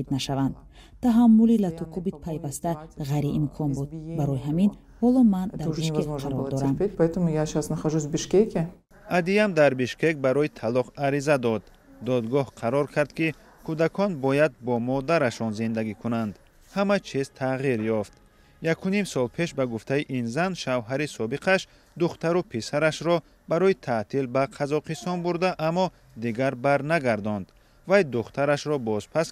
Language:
Tajik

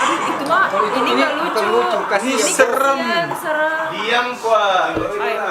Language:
Manado Malay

